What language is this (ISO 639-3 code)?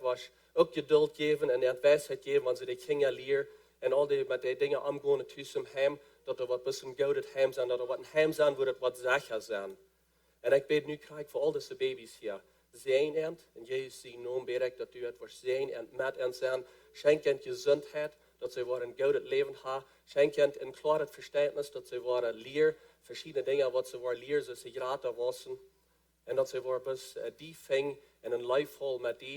pdt